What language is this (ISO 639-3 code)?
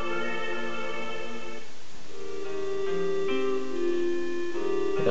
fra